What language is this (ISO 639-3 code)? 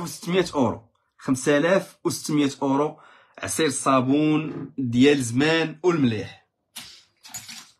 ary